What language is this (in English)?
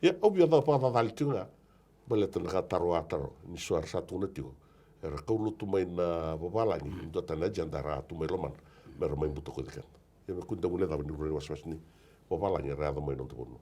Fijian